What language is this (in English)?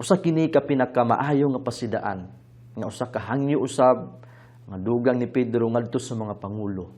Cebuano